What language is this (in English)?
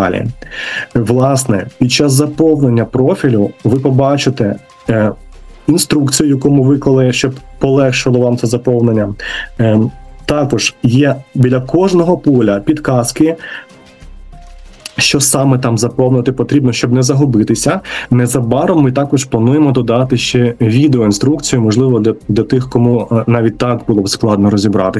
Ukrainian